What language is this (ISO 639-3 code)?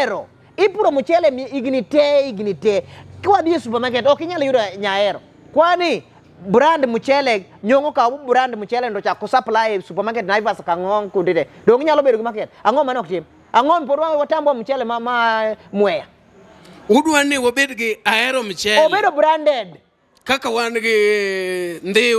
luo